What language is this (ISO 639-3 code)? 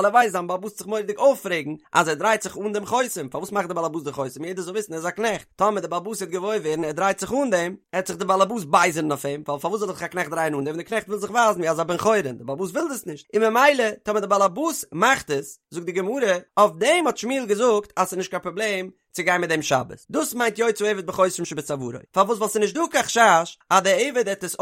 yid